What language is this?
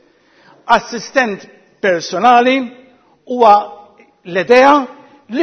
Maltese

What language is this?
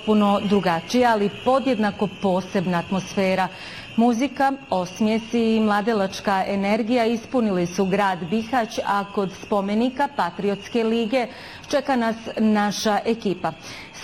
Bosnian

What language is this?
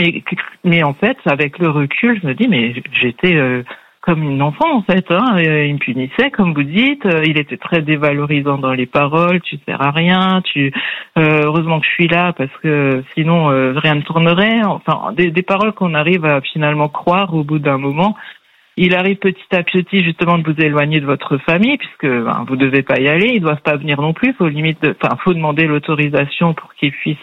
French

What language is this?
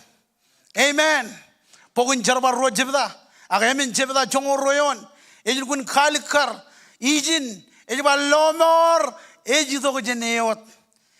Marshallese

